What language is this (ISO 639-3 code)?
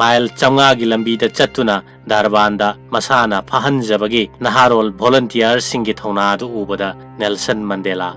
mni